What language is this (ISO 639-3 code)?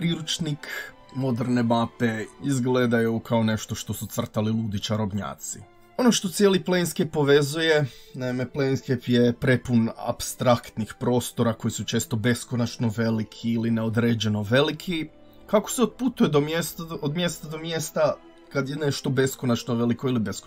hrv